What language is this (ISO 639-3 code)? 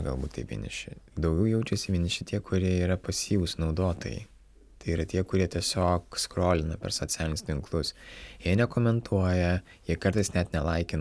lit